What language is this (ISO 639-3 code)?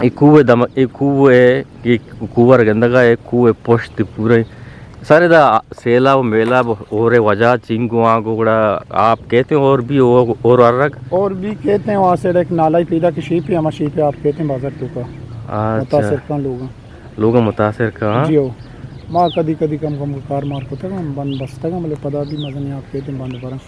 bgp